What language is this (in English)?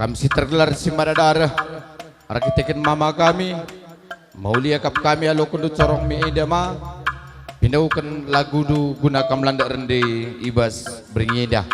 Batak Karo